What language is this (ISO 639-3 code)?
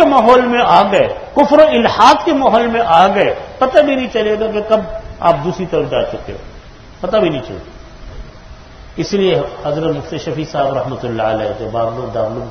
urd